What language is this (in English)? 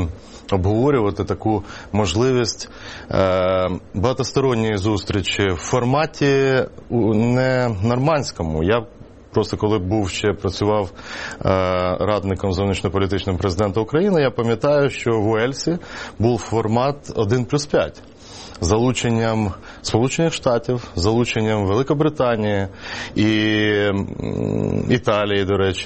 Ukrainian